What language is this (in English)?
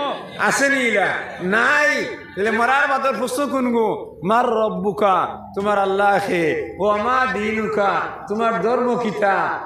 Sylheti